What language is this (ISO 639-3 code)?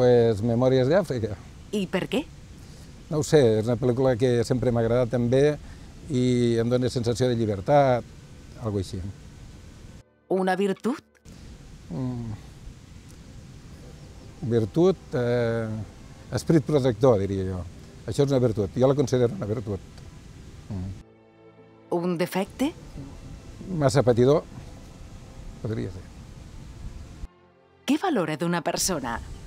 cat